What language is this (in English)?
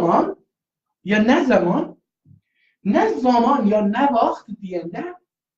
South Azerbaijani